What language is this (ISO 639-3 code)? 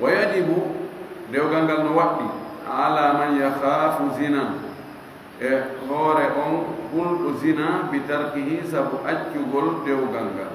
ful